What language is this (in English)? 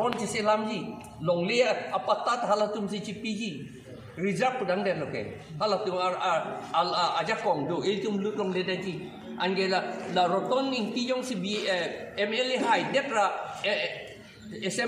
Karbi